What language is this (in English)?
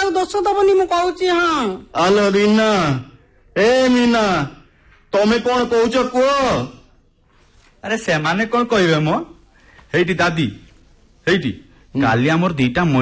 Odia